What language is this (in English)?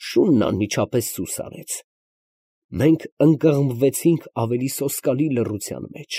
Armenian